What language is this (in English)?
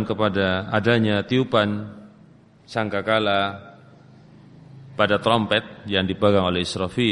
Indonesian